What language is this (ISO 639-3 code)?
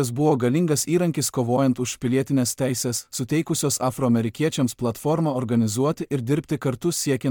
lit